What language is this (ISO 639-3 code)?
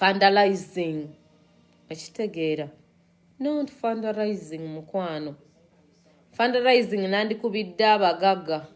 lug